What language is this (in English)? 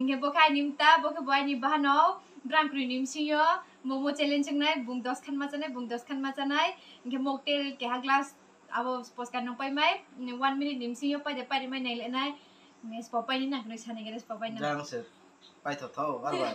Riang (India)